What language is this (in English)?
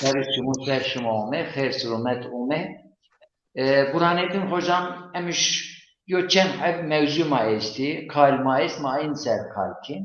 Zaza